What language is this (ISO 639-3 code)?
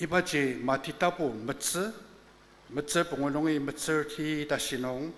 njo